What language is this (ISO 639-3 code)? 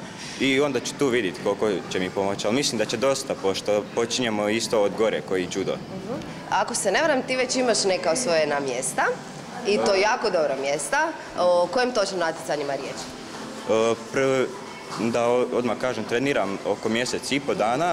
hrv